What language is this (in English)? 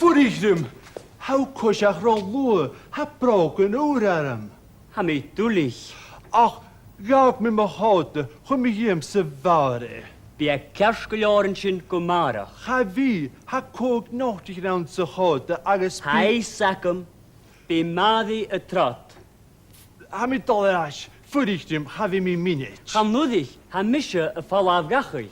Scottish Gaelic